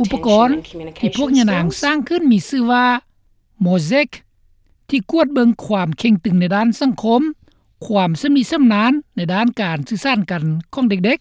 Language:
Lao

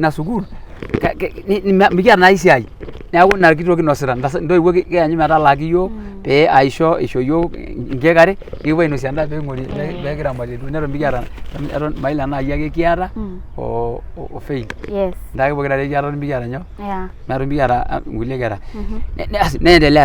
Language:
Masai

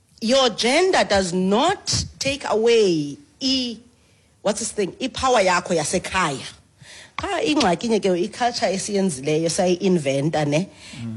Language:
Xhosa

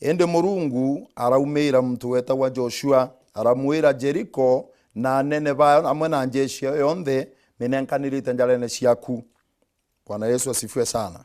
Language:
Meru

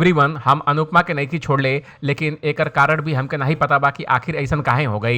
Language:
Bhojpuri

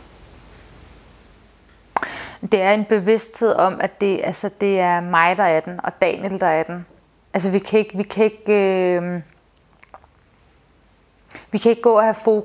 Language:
Danish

